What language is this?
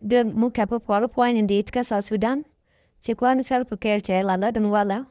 Nuer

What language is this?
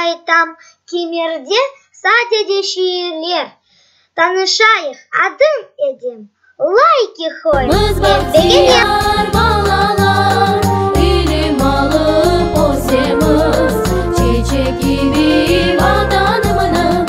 Crimean Tatar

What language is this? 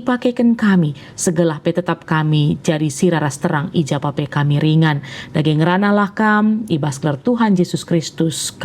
Batak Karo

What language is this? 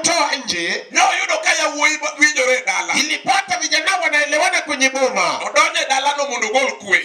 Luo (Kenya and Tanzania)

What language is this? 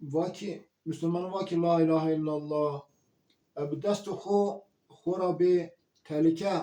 Zaza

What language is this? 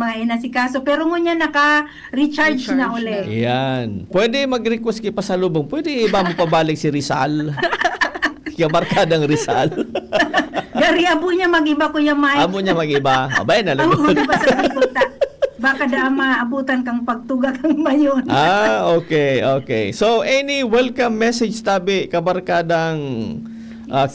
Bikol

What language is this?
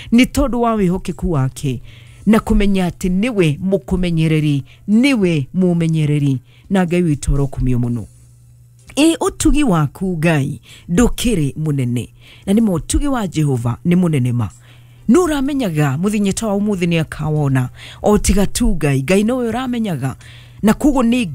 Kikuyu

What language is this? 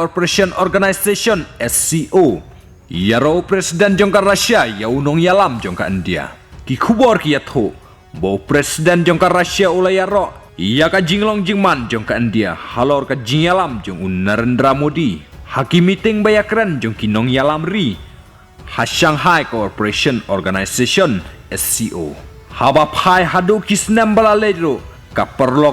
Khasi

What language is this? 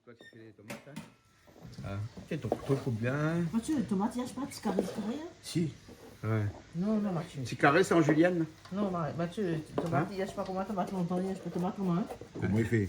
Réunion Creole French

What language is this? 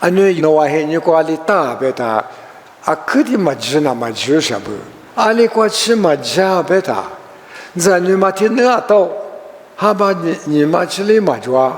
Lisu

